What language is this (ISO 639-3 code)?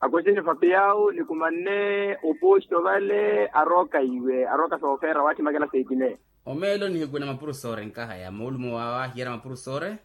vmw